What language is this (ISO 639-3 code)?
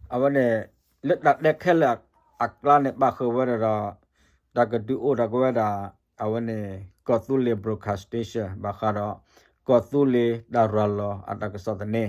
ksw